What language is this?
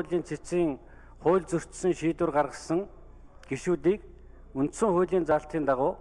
Mongolian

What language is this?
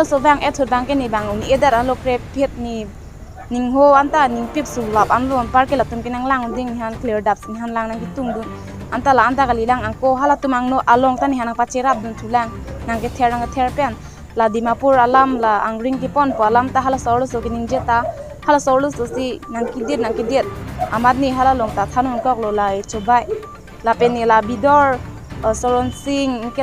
Karbi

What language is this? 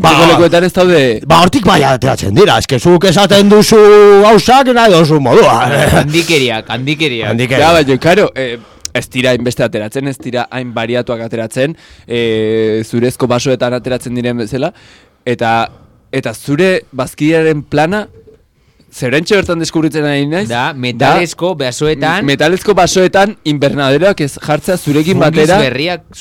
Basque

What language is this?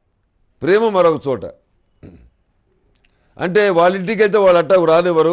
Telugu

